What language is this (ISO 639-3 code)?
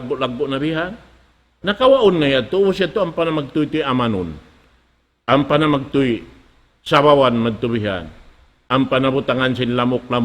tsg